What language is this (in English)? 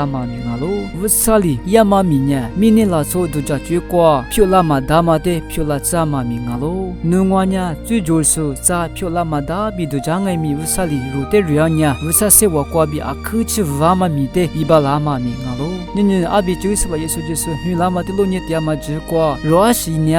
Lisu